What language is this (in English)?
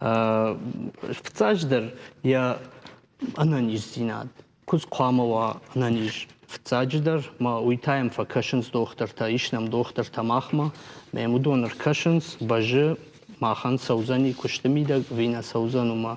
Ossetic